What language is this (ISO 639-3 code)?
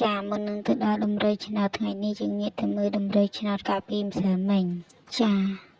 khm